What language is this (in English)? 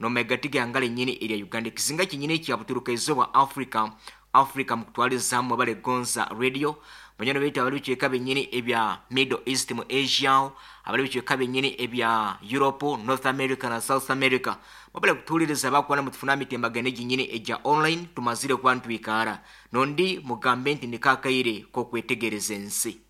Nyoro